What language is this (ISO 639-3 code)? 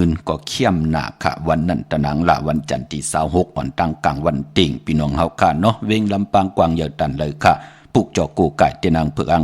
shn